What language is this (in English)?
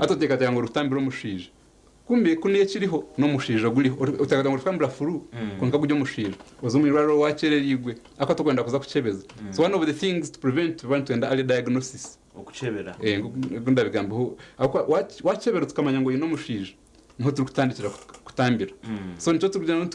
Nyankole